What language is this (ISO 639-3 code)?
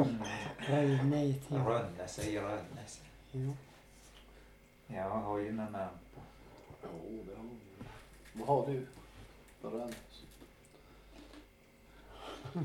swe